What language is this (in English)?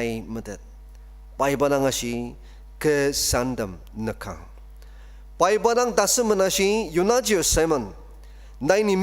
Ao Naga